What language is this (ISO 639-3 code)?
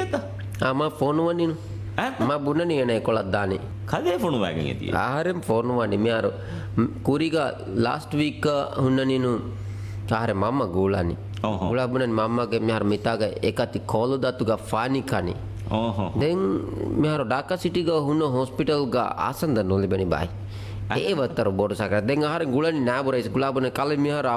div